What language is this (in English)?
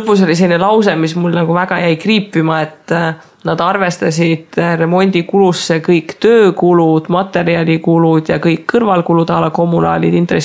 Estonian